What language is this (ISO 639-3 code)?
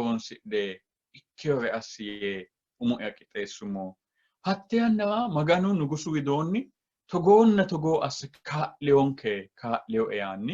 sid